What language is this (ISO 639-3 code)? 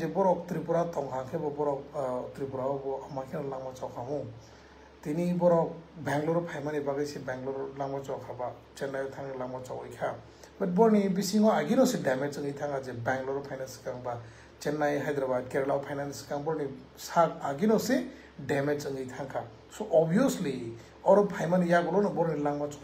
ria